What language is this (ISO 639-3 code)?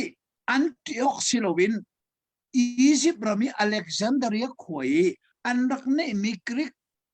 cnh